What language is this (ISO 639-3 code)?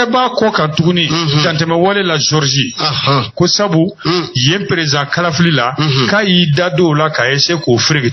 bam